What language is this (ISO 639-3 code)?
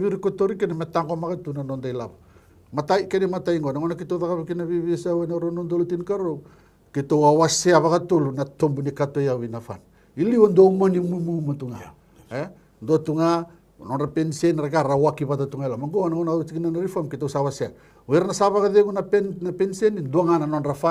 fij